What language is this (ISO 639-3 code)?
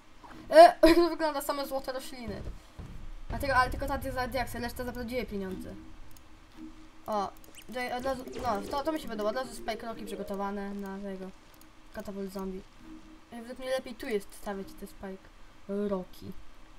pol